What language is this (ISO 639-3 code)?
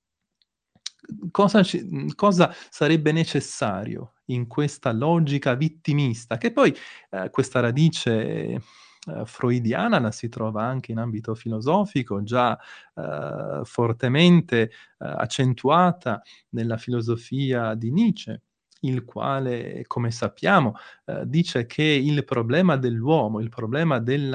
ita